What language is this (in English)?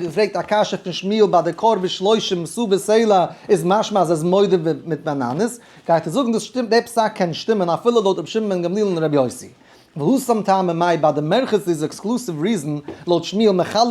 Yiddish